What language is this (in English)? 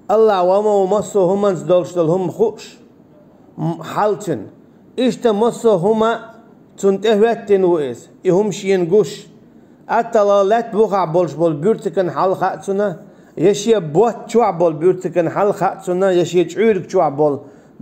Chechen